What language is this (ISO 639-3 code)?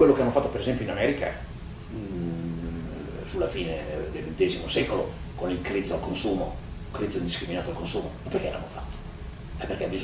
ita